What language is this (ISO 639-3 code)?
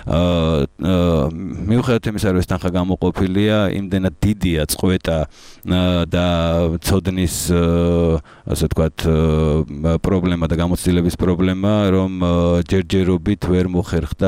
kat